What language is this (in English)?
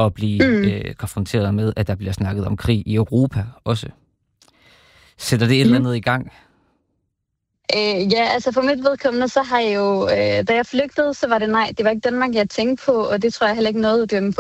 Danish